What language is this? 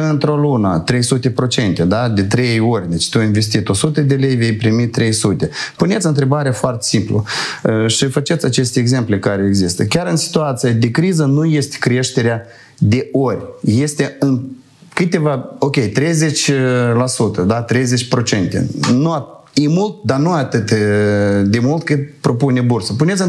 Romanian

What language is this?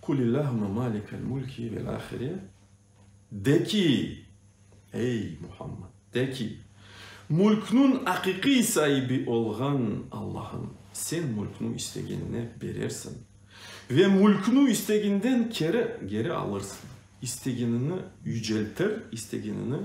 Crimean Tatar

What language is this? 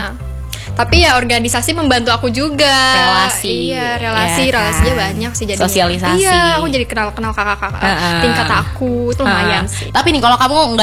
Indonesian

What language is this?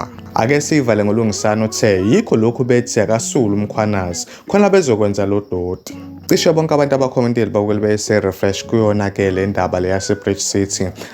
Zulu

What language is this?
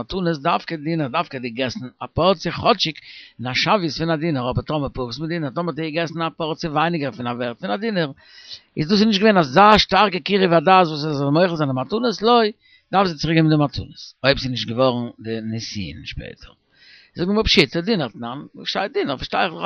Yiddish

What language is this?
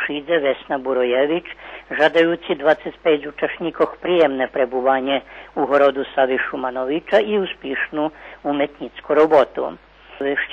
Rusyn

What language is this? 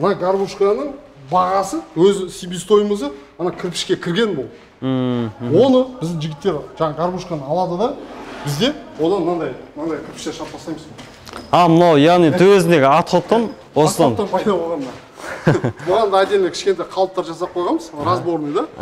Kazakh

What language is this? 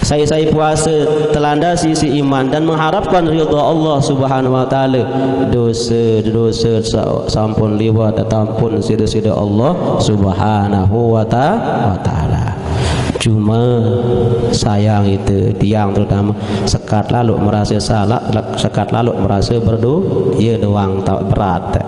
Sasak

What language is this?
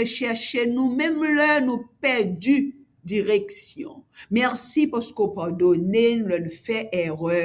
Haitian Creole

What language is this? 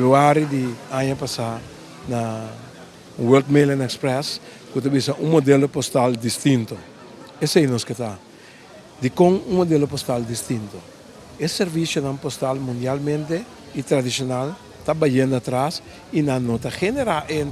Papiamento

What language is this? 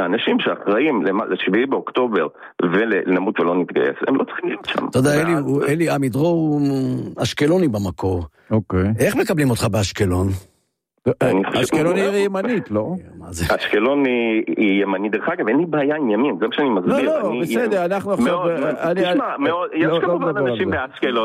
Hebrew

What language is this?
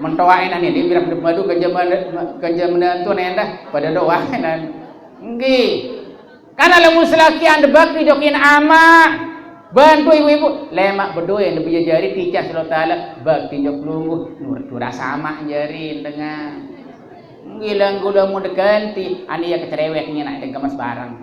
Sasak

